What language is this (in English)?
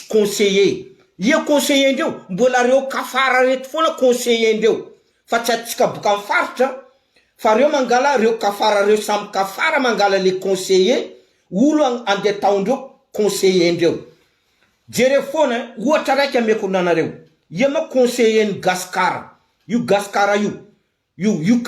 Malagasy